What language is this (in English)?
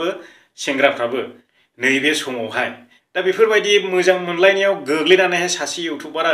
Bodo